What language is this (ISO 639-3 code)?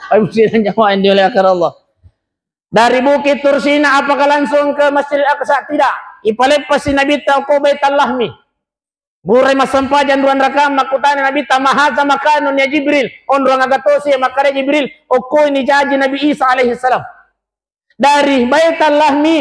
bug